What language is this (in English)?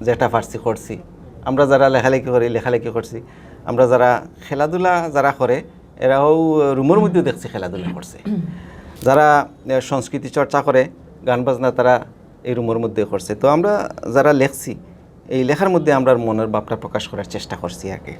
Sylheti